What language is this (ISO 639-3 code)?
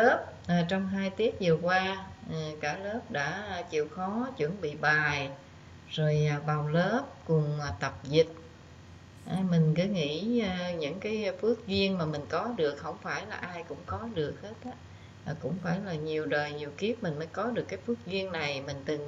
vie